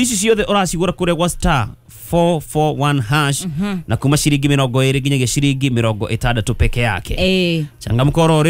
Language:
Kikuyu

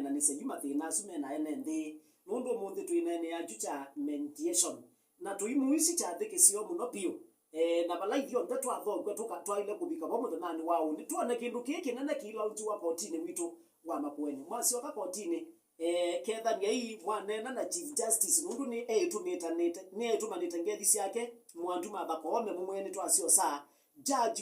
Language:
Kamba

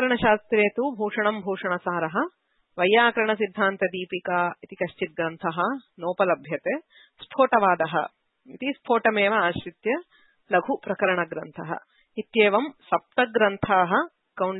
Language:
Sanskrit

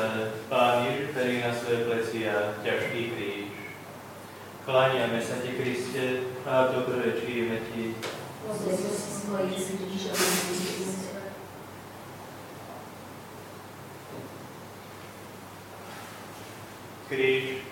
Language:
Slovak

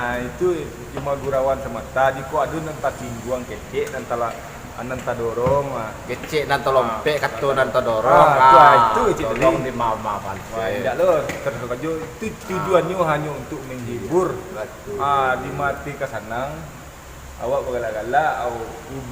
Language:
Minangkabau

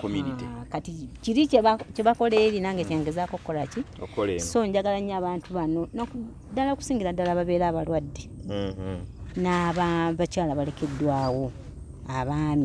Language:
Ganda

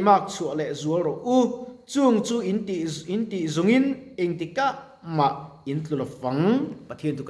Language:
Mizo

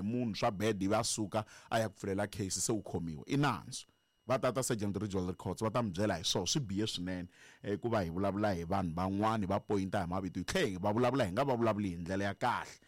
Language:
Tsonga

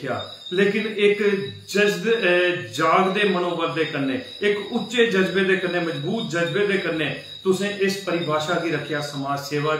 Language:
Dogri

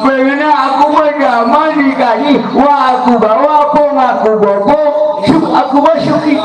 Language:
Betawi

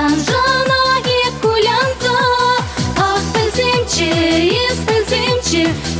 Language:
Chuvash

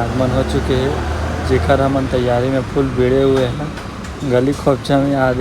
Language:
Chhattisgarhi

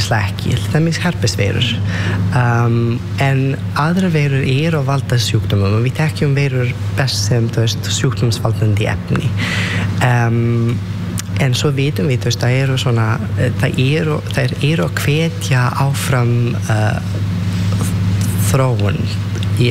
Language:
Icelandic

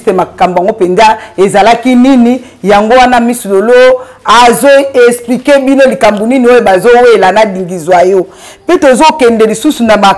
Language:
Lingala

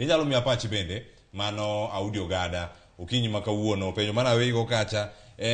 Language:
Luo (Kenya and Tanzania)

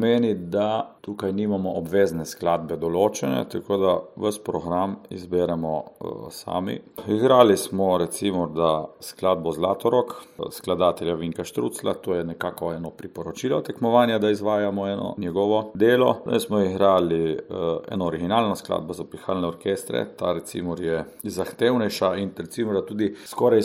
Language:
Slovenian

